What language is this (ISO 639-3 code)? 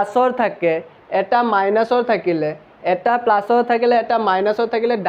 asm